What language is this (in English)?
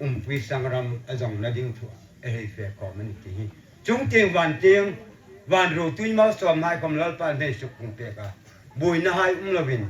Hmar